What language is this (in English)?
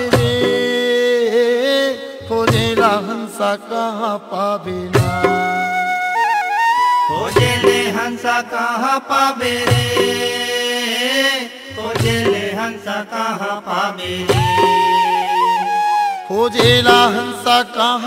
Chhattisgarhi